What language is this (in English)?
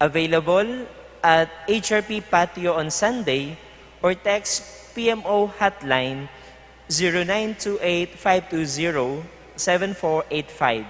Pampanga